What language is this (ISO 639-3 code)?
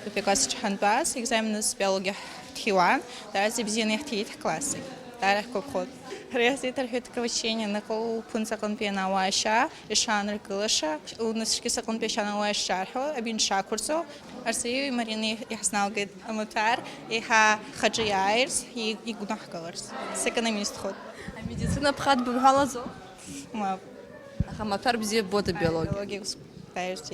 abk